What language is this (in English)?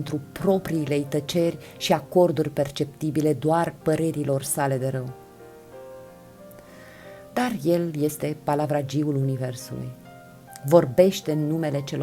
Romanian